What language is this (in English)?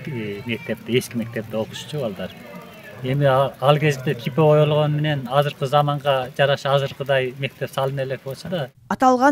Kyrgyz